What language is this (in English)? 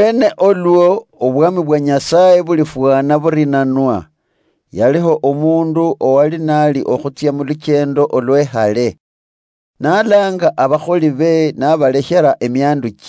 Luyia